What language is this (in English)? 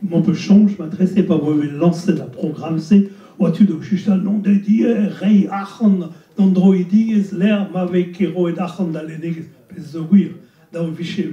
Breton